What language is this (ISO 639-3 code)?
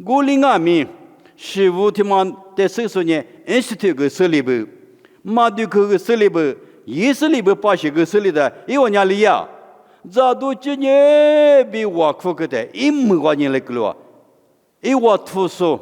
lis